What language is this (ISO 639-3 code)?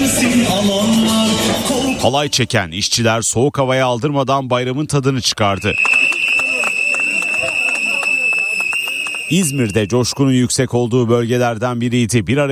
tur